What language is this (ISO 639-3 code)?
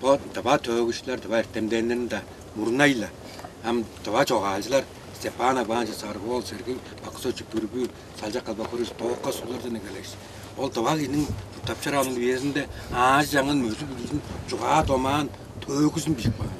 tyv